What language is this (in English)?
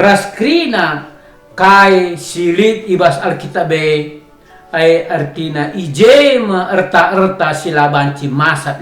Batak Karo